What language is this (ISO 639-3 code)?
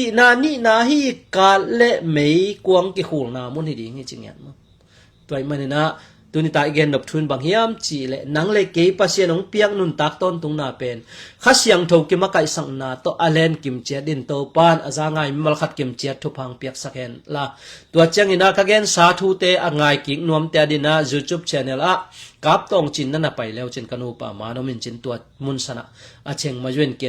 ctd